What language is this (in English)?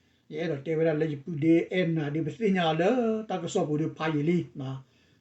S'gaw Karen